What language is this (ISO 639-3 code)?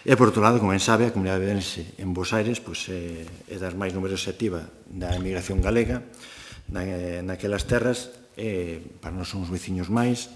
glg